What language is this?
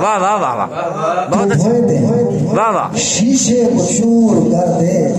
Saraiki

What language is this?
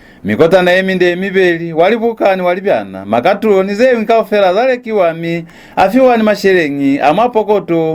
Lozi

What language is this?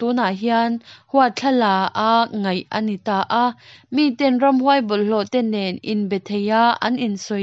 Mizo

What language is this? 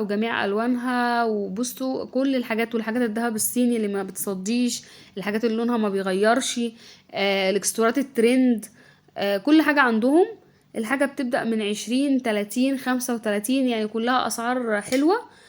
Egyptian Arabic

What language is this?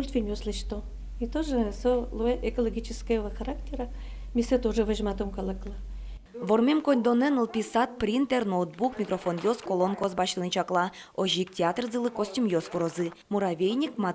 Udmurt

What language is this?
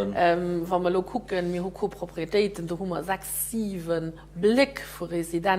Luxembourgish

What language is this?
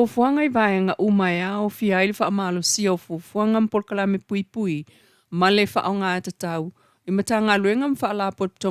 Samoan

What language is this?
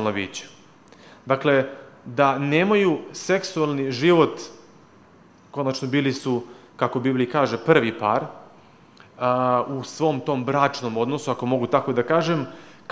Serbian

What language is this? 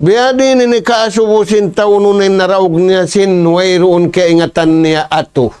Tausug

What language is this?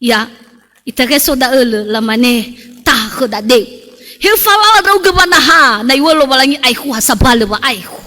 Nias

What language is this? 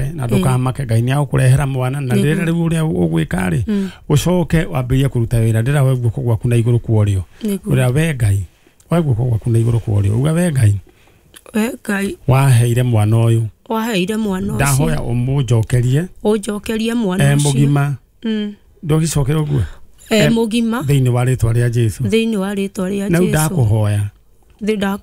Kikuyu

